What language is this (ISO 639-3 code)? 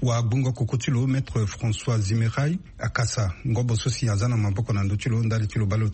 sag